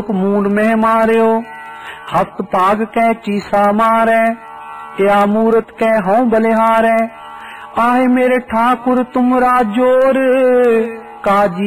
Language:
Punjabi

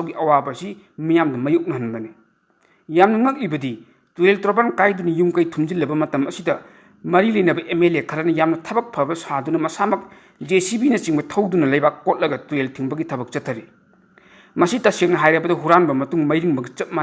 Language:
Manipuri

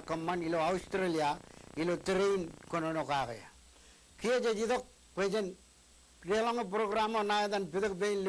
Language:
Marshallese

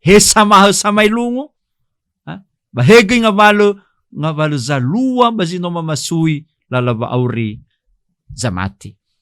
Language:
Nias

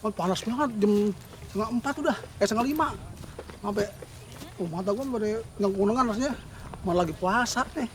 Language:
Betawi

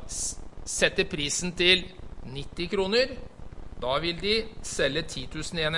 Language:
Norwegian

